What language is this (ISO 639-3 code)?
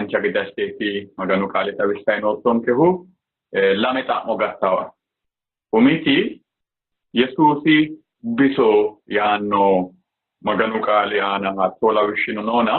sid